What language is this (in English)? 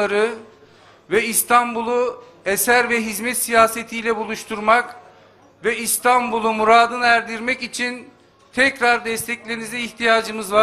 Turkish